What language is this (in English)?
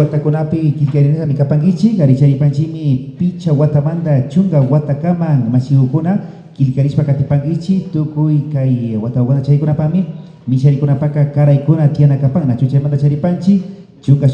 Imbabura Highland Quichua